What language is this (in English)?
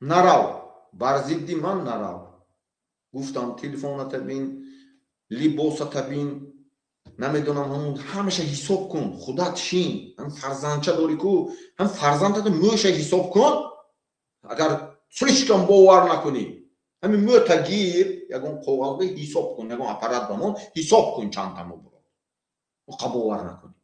Tajik